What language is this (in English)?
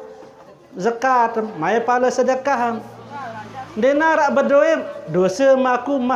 Sasak